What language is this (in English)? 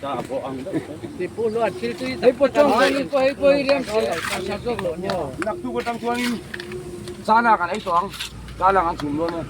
Mizo